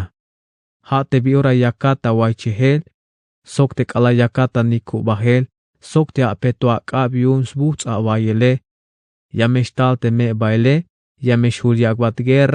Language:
Tzeltal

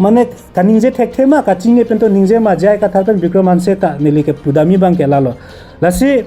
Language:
Karbi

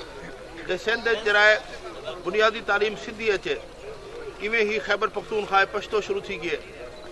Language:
Saraiki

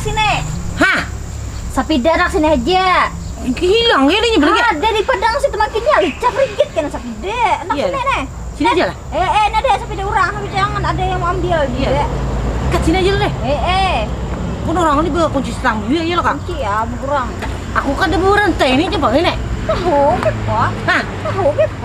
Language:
Banjar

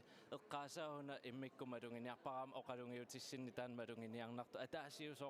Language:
Kalaallisut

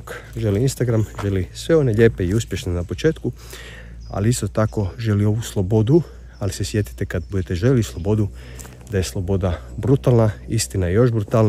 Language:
Croatian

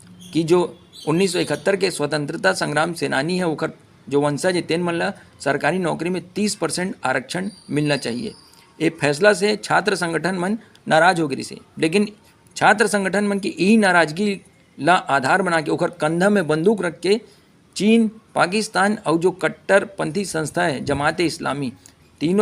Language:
Chhattisgarhi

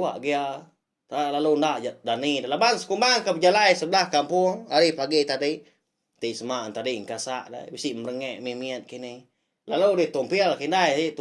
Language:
Iban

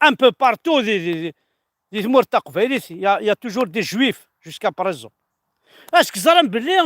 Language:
Kabyle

